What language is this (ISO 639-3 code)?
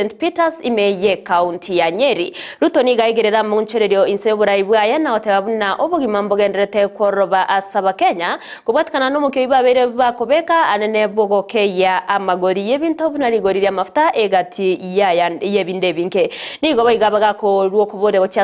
guz